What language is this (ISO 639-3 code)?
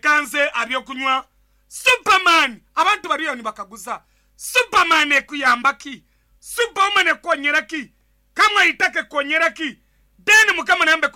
nyn